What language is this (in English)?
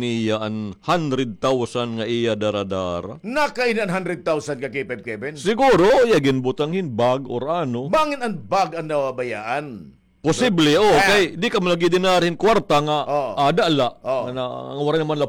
Waray